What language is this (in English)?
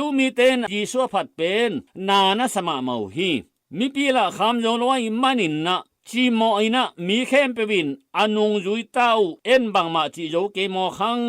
Tedim Chin